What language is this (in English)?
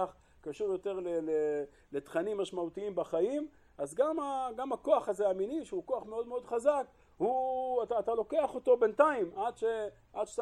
Hebrew